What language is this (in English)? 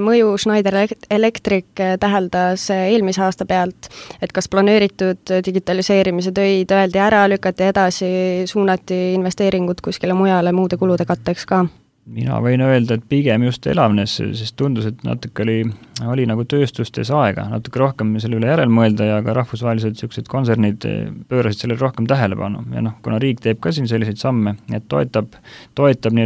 Estonian